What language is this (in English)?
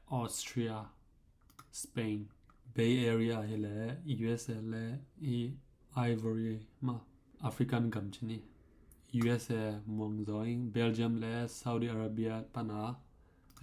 Tedim Chin